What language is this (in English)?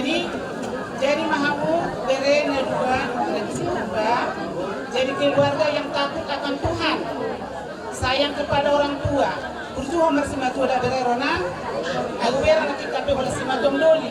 Batak Toba